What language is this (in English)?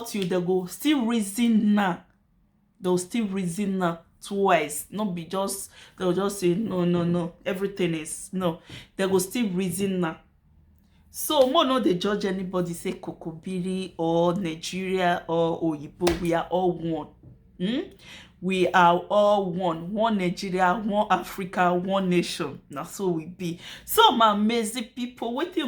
Nigerian Pidgin